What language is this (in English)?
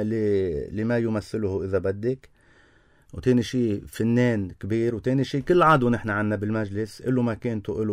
North Levantine Arabic